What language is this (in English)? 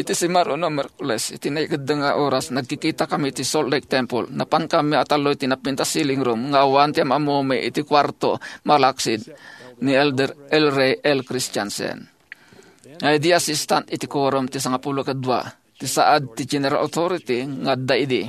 Iloko